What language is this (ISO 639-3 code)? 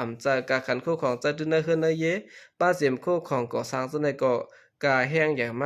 shn